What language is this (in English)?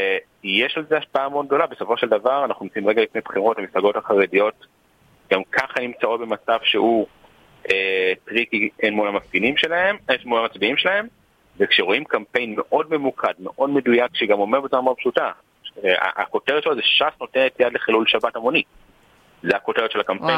Hebrew